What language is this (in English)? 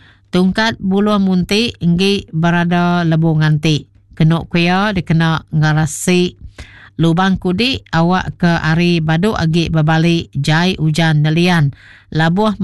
Iban